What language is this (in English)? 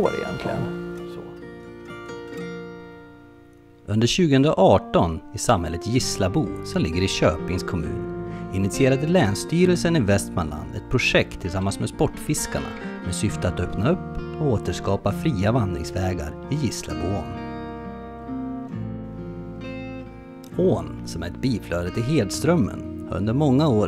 Swedish